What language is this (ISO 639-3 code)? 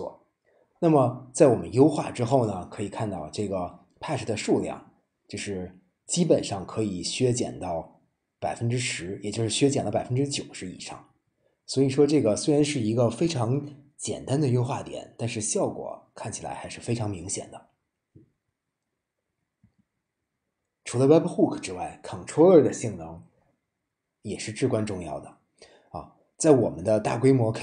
zho